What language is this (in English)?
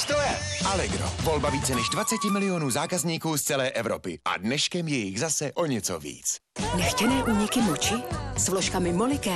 Czech